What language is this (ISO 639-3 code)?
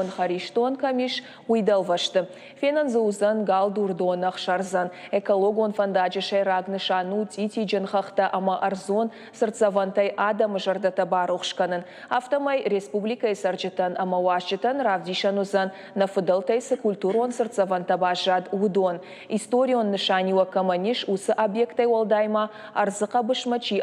oss